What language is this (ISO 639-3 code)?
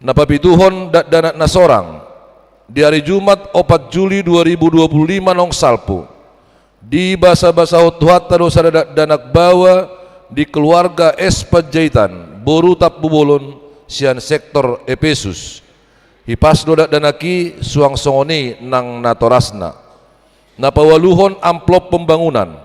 bbc